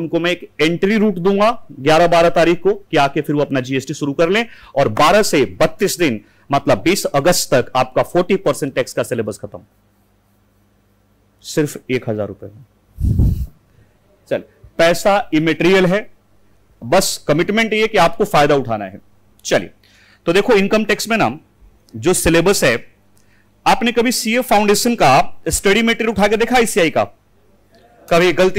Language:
Hindi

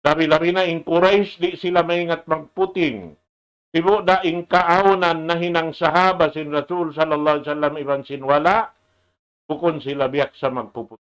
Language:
Tausug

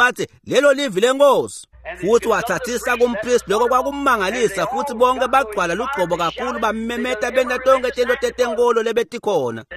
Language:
Swati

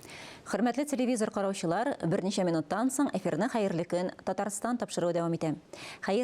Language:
Tatar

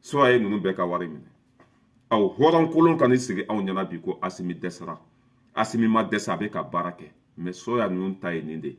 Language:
Bambara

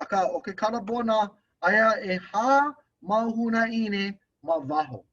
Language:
Hawaiian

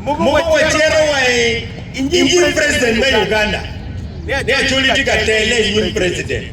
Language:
Acoli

